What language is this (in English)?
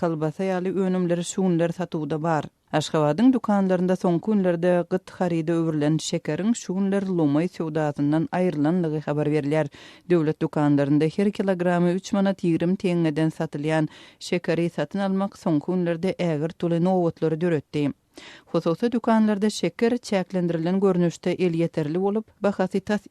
Turkmen